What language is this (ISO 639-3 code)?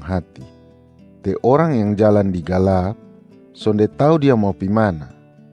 mkn